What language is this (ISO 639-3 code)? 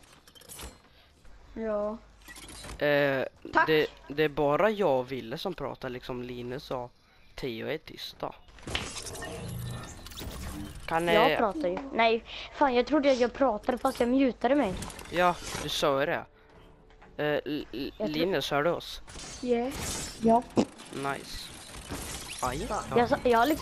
swe